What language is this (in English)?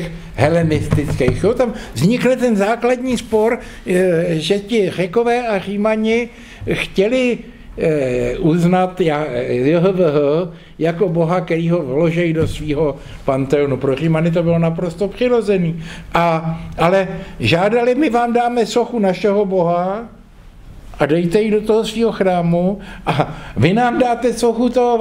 Czech